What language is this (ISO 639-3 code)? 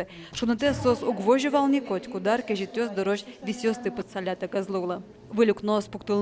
udm